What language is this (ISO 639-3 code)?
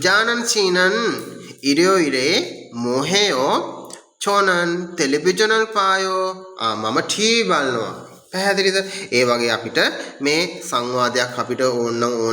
sin